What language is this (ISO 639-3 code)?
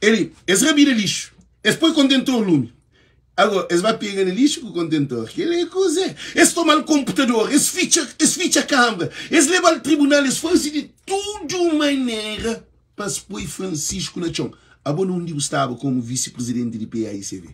kea